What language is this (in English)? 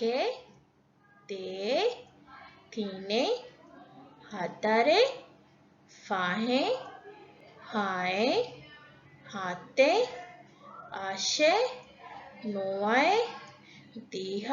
Divehi